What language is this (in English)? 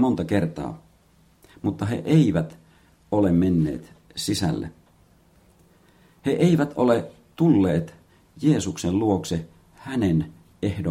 Finnish